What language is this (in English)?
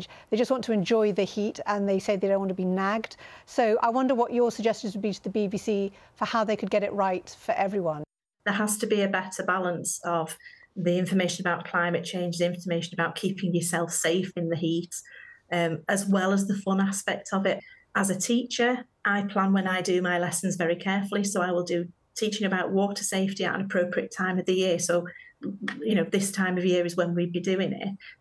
English